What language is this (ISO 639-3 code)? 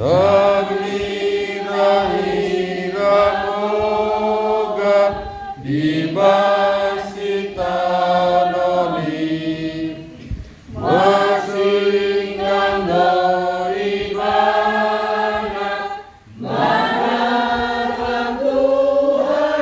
bbc